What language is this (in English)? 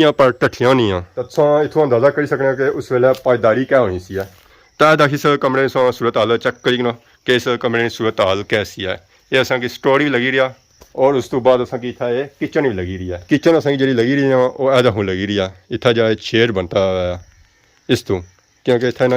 Pahari-Potwari